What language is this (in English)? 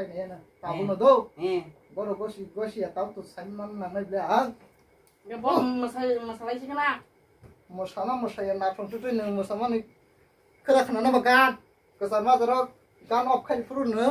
Kok Borok